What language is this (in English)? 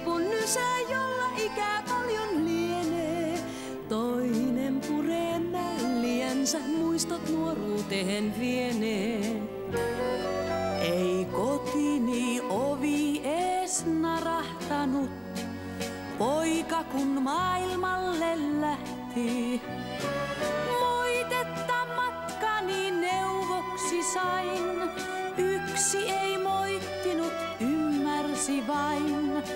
Finnish